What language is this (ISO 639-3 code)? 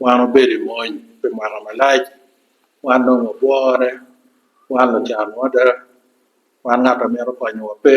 ach